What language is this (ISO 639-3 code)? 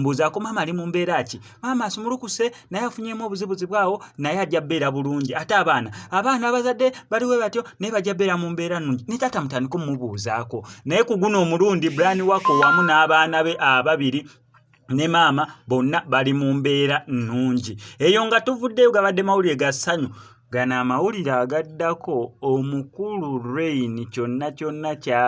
lug